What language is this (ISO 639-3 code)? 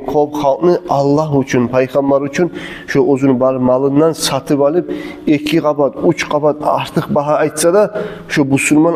kum